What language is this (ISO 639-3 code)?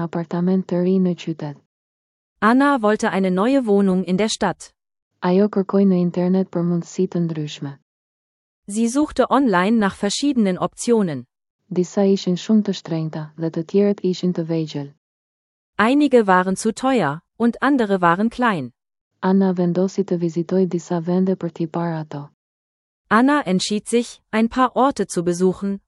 sqi